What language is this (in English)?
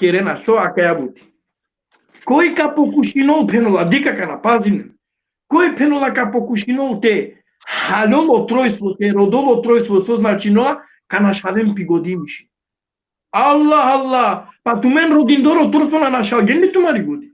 Balkan Romani